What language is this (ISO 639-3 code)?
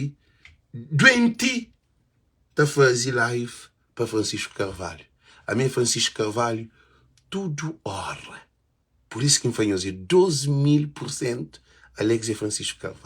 kea